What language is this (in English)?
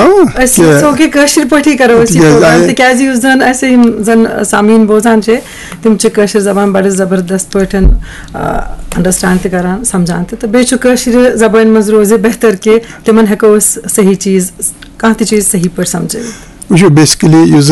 Kashmiri